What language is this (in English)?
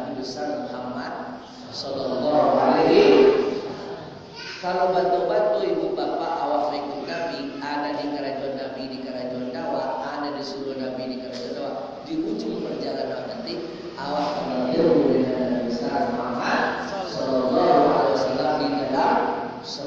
Minangkabau